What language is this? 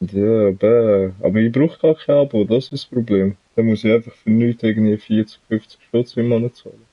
Swiss German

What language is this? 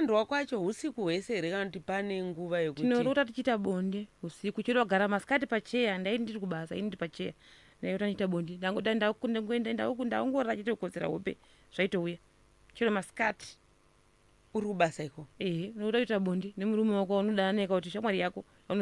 Shona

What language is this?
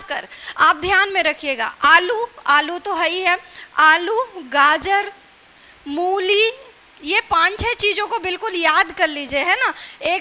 Hindi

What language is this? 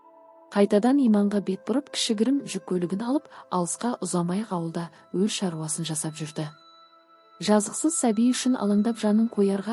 Kazakh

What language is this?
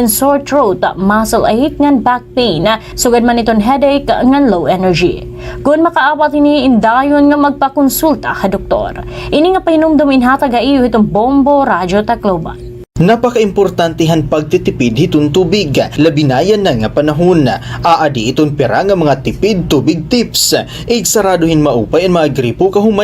Waray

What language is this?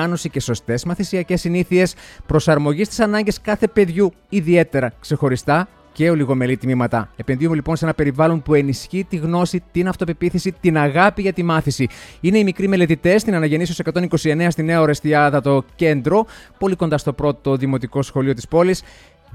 Greek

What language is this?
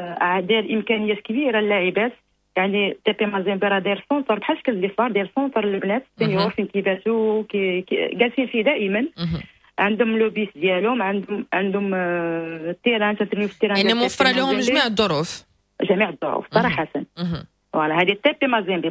Moroccan Arabic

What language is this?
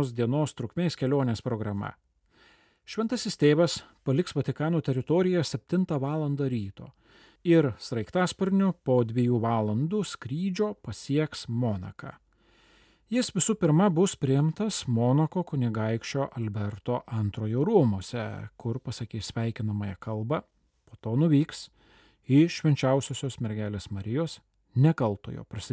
Lithuanian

